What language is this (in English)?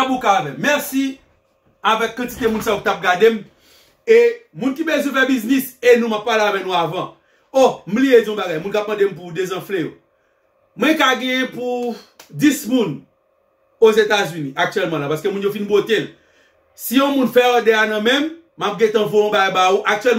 Haitian Creole